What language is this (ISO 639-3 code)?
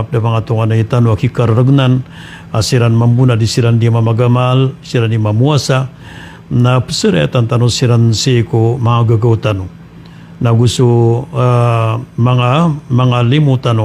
mrw